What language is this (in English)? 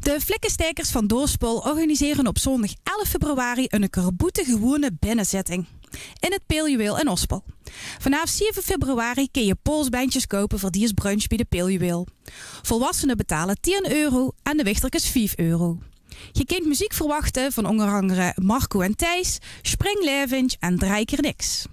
Limburgish